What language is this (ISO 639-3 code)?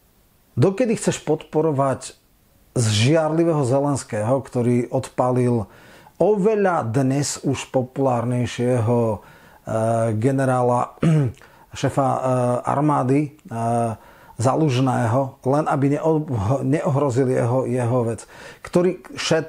slk